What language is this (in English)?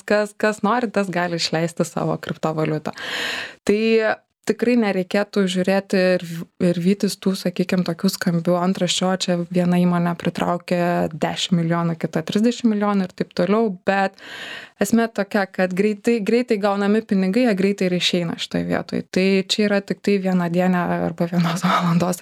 Lithuanian